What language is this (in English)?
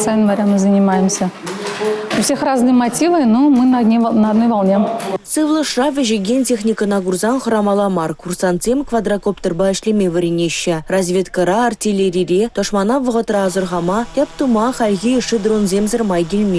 Chuvash